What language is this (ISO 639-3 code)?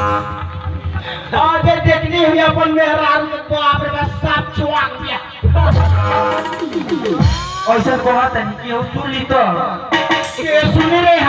bho